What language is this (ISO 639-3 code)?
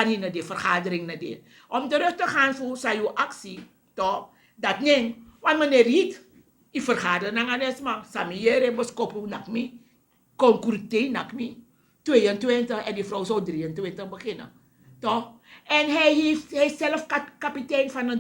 srn